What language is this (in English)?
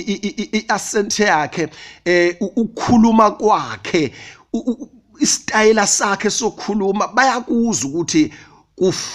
Zulu